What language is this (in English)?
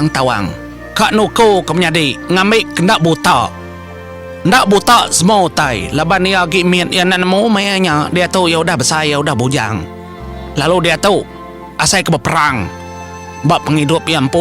Iban